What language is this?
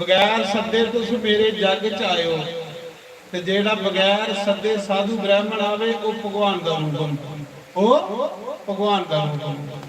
Dogri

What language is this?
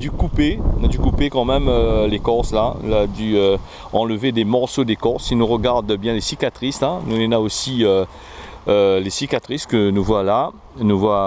Réunion Creole French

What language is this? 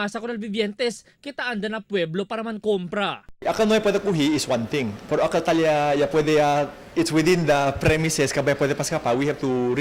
Chavacano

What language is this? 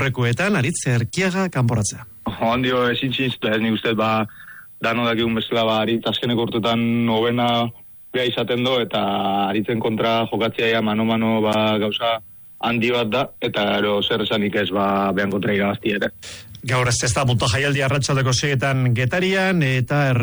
Basque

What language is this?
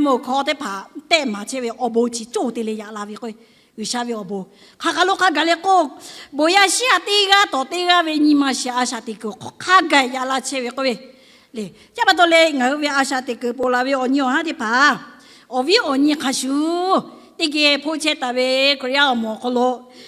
Lahu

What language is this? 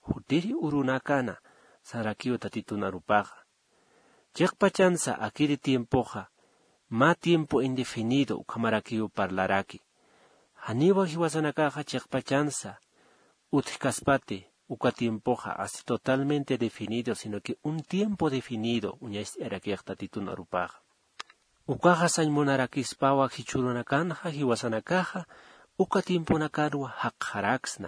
Aymara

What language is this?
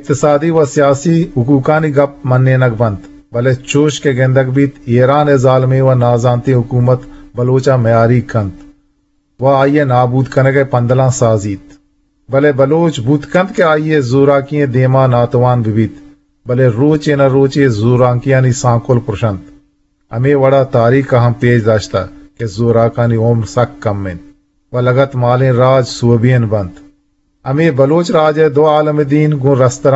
Eastern Balochi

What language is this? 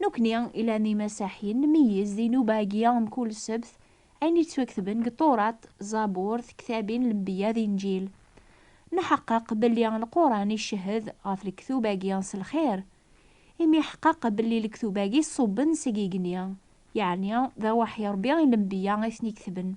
Kabyle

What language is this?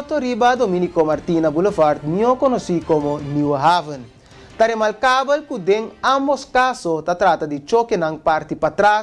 Papiamento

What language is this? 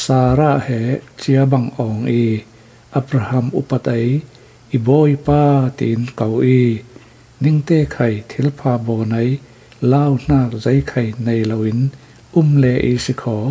Falam Chin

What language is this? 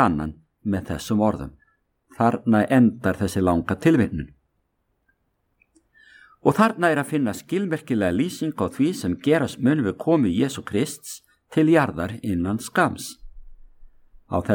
Icelandic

